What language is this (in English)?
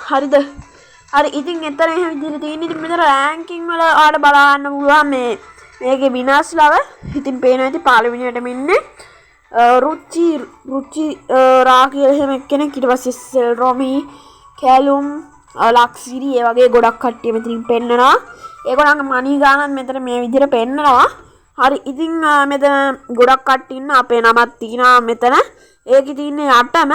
Sinhala